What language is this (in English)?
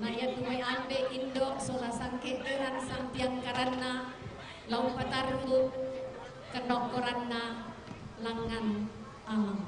Toraja-Sa'dan